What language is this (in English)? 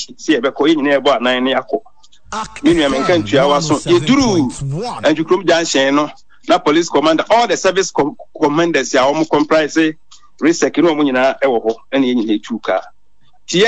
Akan